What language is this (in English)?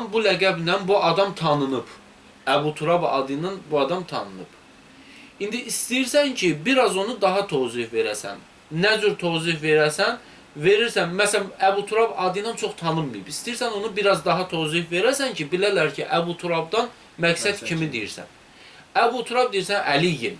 Azerbaijani